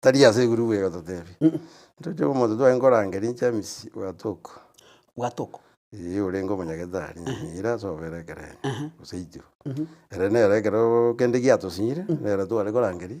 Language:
Gusii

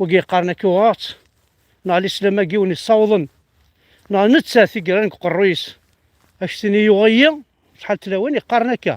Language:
Kabyle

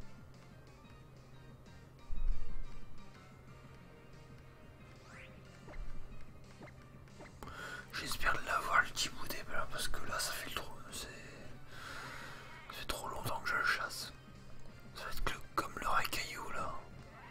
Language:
French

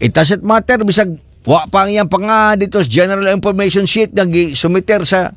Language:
Cebuano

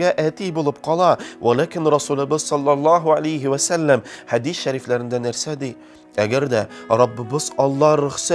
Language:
Tatar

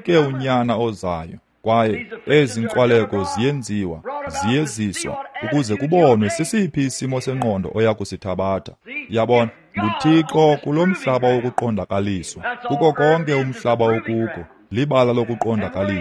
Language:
Xhosa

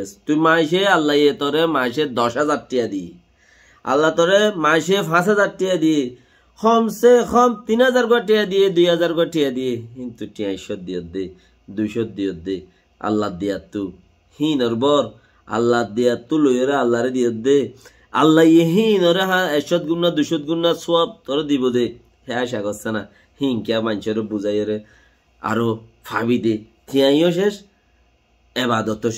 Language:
Rohingya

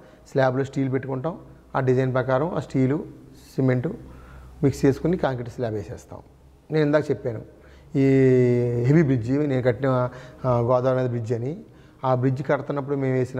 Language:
Telugu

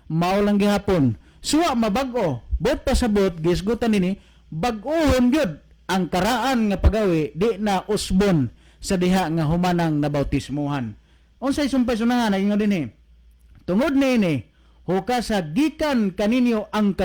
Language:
Cebuano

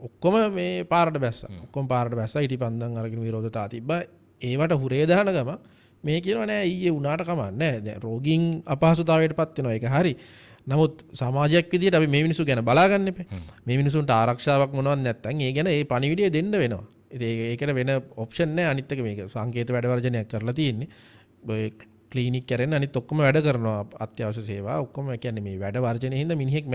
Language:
Sinhala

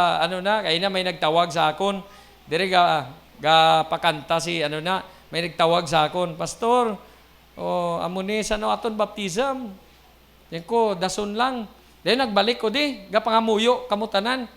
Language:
Hiligaynon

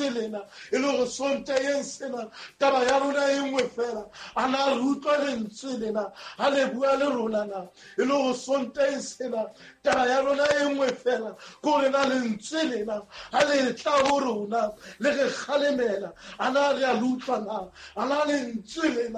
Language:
Southern Sotho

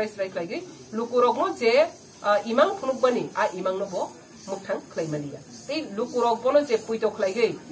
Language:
Kok Borok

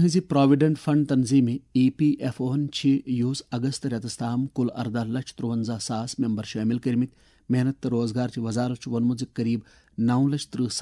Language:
Kashmiri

